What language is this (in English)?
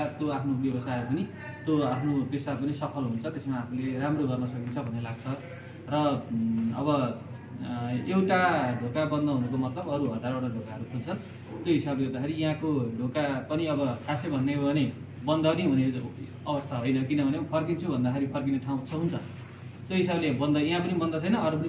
Nepali